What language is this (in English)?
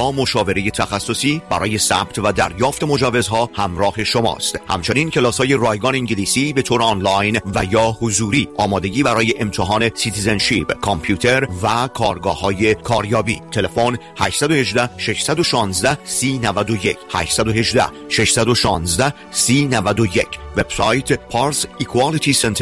Persian